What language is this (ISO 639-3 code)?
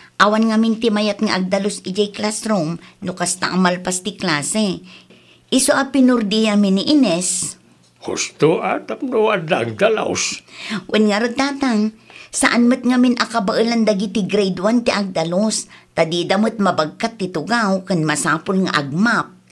ilo